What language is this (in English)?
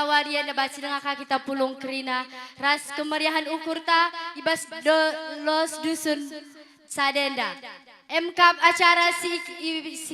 Batak Karo